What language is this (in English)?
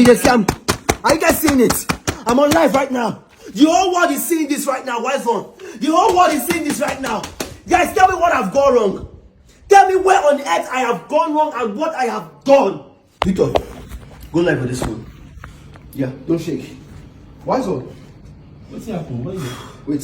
Nigerian Pidgin